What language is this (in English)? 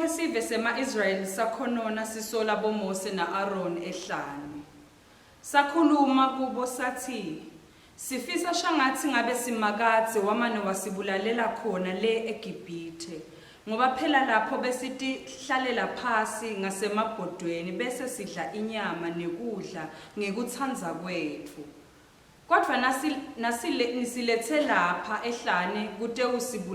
Swati